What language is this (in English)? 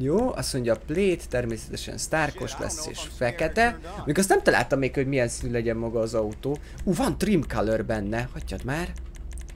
Hungarian